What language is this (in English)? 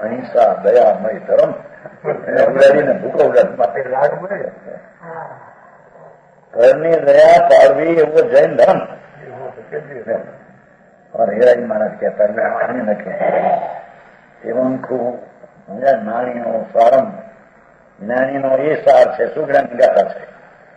Gujarati